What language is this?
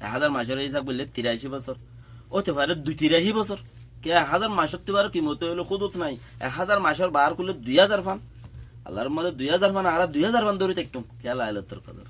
Rohingya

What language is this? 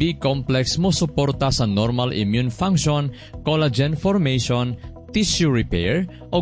Cebuano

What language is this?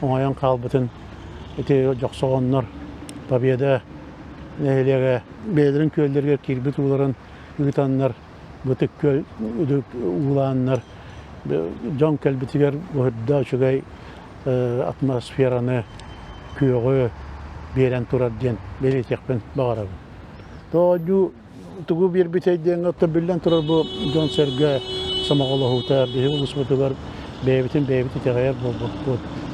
Yakut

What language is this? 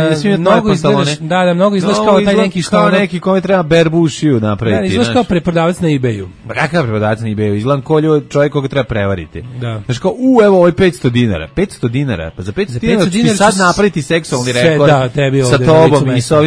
Serbian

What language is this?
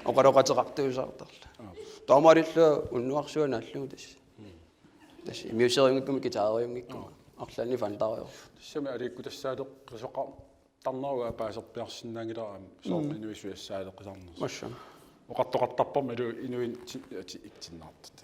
Kalaallisut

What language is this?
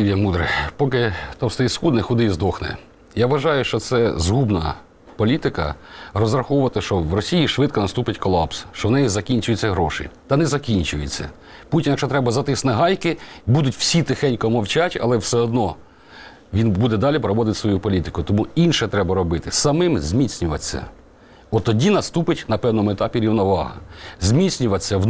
Ukrainian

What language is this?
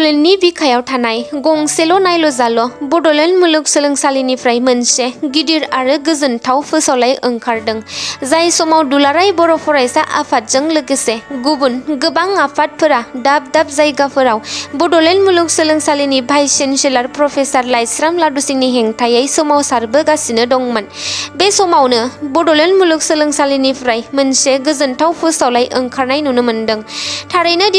Bodo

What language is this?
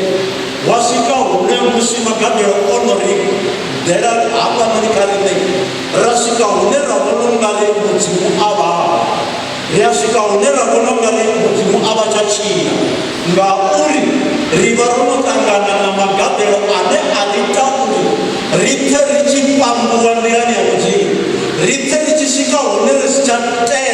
Venda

